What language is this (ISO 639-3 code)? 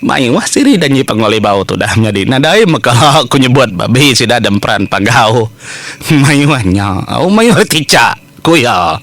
iba